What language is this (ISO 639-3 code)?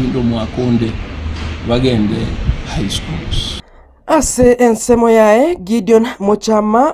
guz